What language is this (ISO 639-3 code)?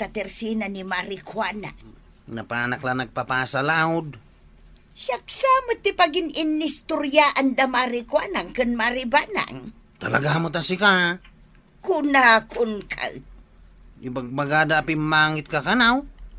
ilo